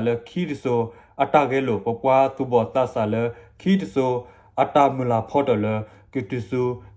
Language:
S'gaw Karen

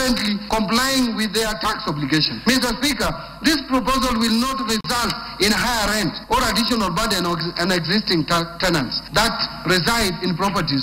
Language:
Meru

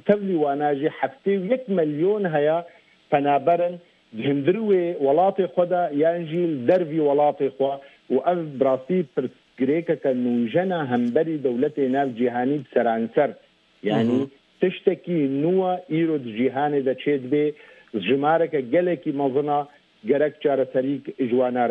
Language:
Kurdish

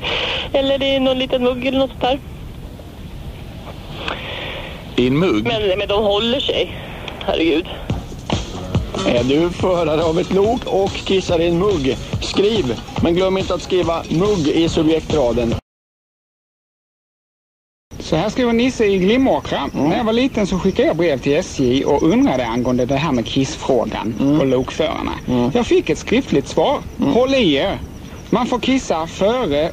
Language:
Swedish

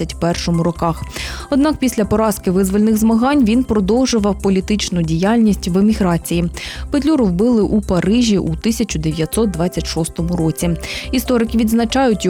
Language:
Ukrainian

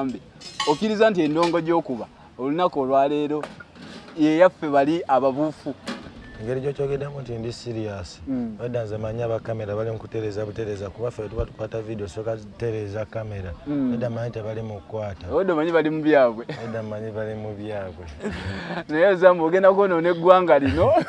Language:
Ganda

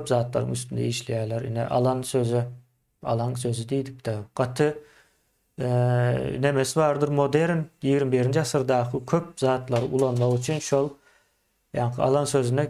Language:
Turkmen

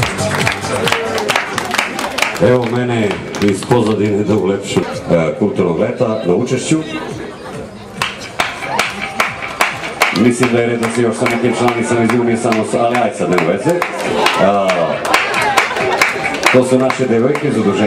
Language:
Serbian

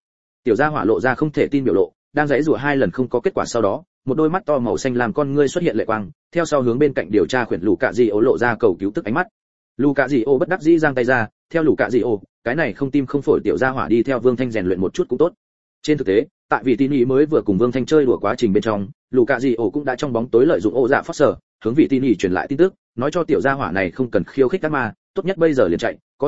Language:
Vietnamese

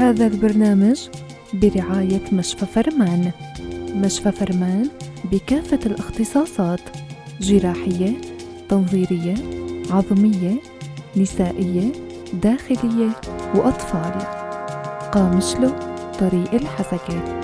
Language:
North Levantine Arabic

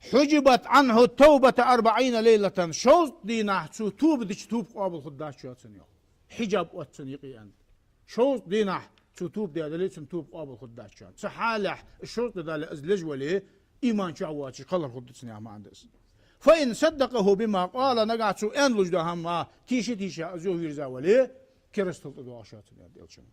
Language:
Ingush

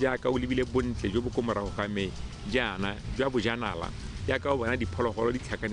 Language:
Tswana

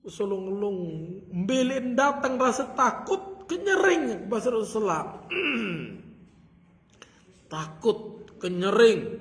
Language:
Sasak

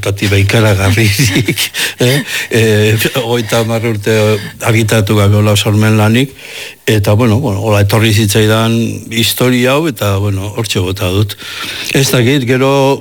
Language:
Basque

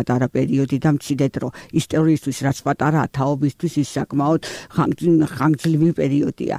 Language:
Georgian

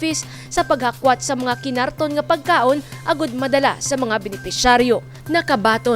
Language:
Hiligaynon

